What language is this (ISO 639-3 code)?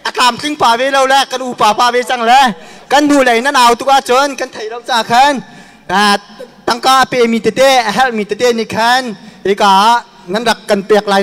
cnh